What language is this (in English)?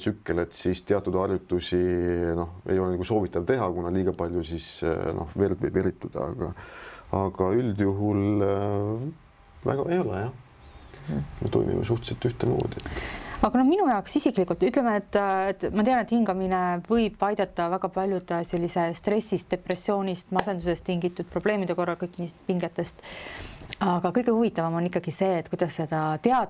Estonian